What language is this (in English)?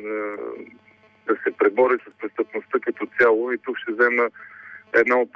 Bulgarian